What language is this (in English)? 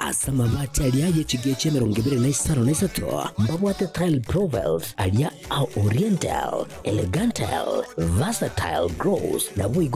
Gusii